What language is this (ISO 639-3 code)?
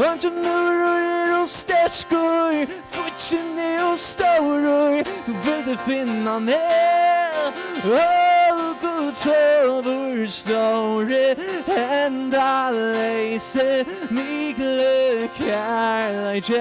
fao